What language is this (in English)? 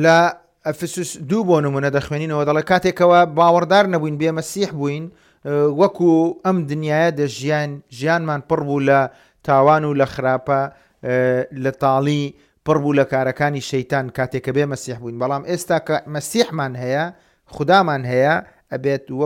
Central Kurdish